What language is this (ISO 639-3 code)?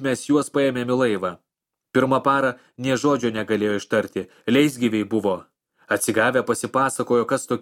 lit